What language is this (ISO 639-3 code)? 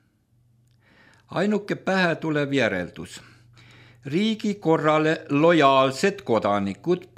est